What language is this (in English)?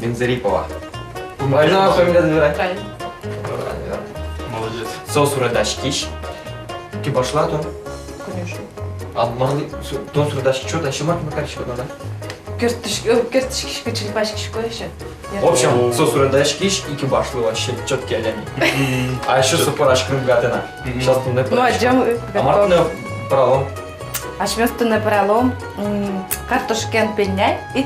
Udmurt